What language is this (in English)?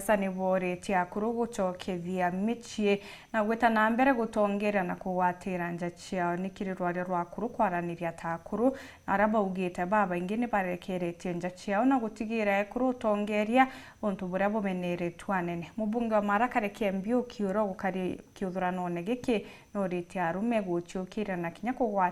Meru